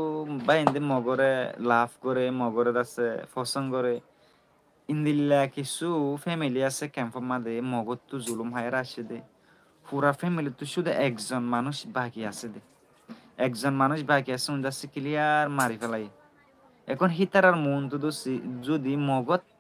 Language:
Rohingya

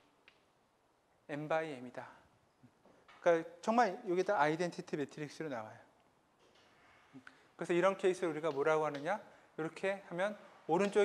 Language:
Korean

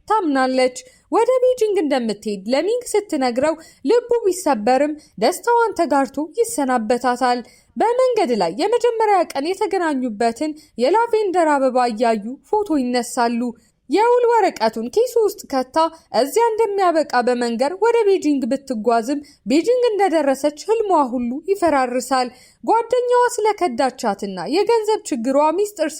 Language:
Amharic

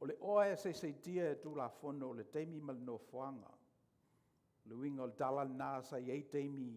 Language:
Samoan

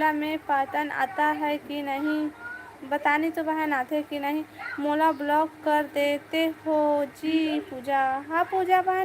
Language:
Chhattisgarhi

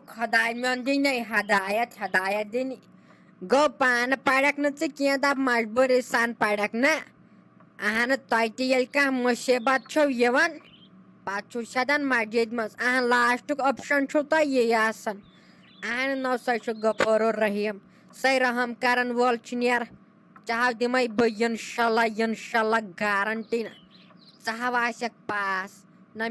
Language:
Kashmiri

